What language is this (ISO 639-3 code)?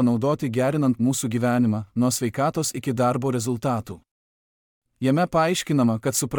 lit